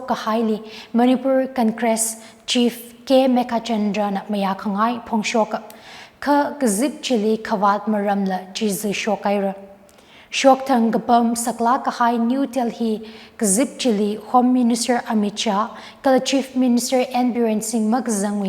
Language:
Tangkhul Naga (India)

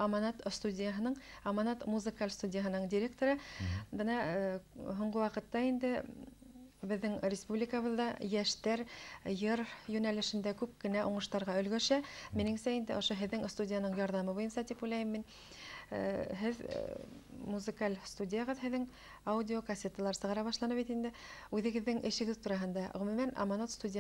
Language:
Bashkir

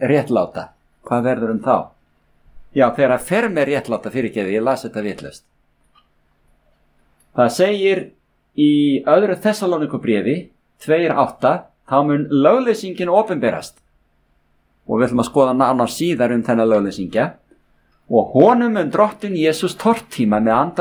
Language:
Icelandic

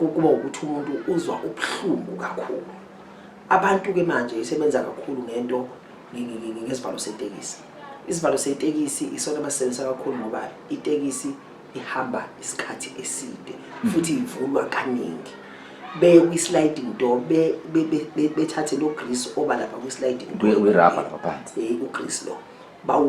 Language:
Zulu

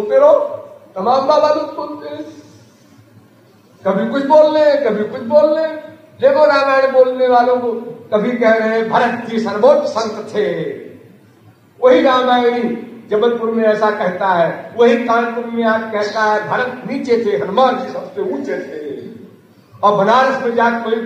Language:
Hindi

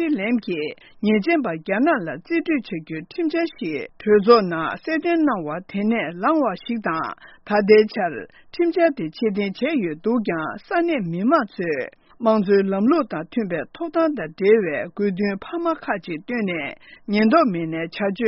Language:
Tibetan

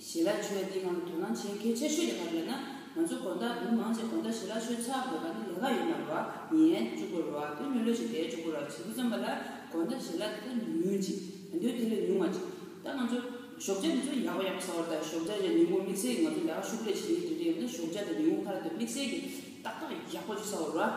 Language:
Tibetan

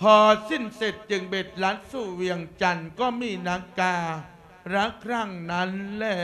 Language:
Lao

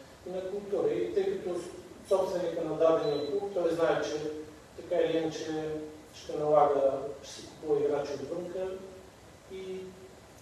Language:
Bulgarian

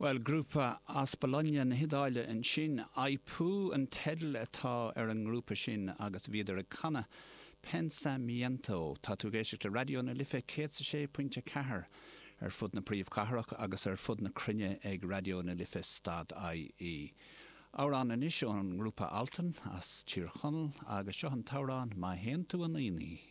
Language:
Irish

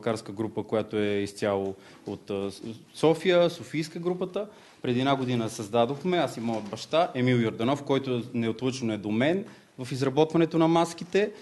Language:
Bulgarian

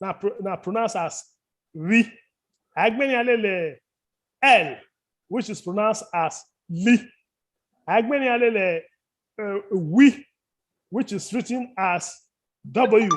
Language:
Bini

